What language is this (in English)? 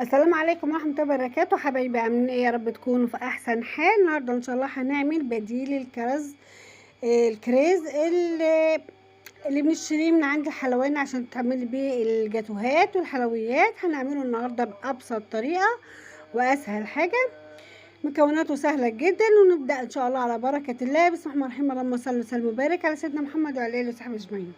Egyptian Arabic